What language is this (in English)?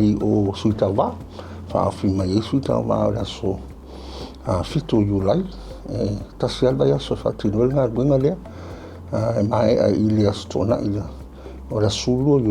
Samoan